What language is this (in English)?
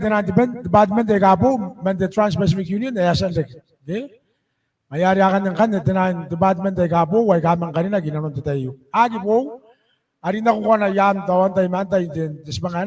Gilbertese